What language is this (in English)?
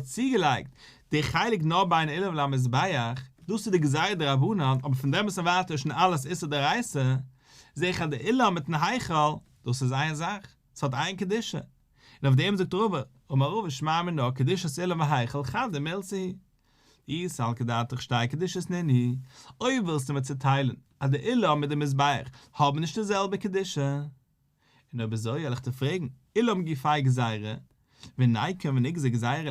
Yiddish